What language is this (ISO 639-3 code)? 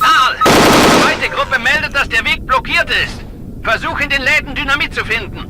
bar